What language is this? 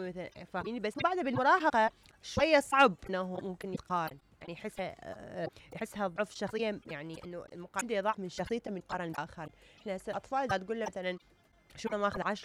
Mesopotamian Arabic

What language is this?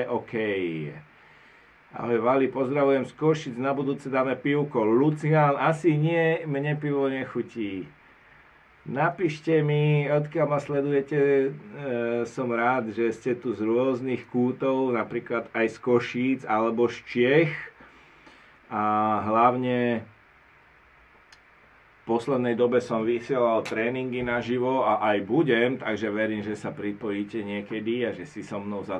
Slovak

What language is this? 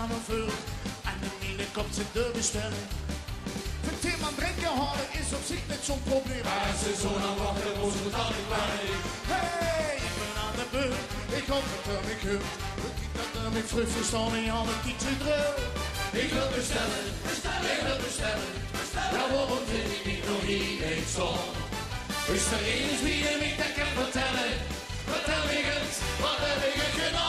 Limburgish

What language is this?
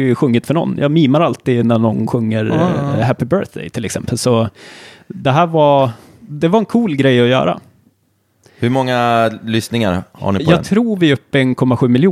Swedish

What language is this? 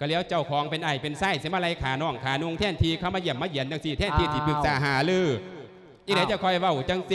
Lao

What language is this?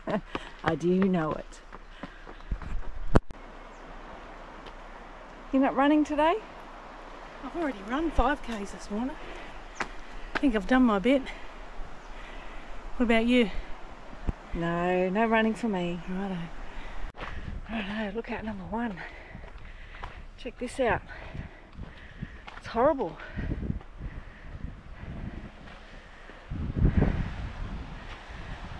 English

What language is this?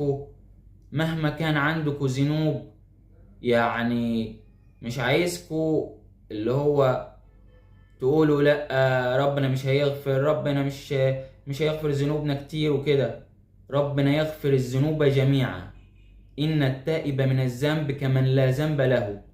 Egyptian Arabic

